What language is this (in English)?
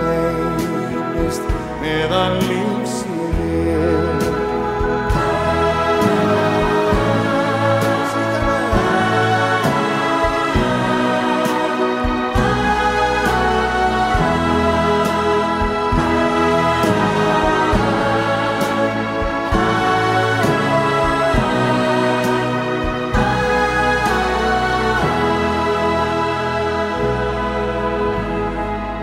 Icelandic